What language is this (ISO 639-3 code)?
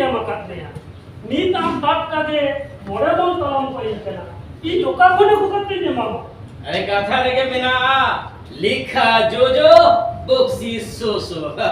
sat